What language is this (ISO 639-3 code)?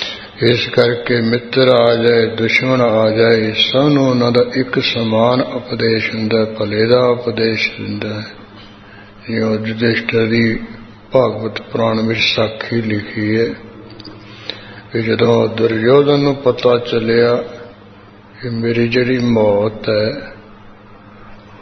pan